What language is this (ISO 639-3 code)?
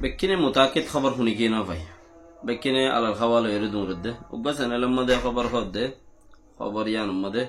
rhg